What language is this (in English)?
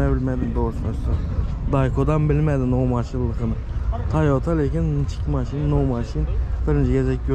Turkmen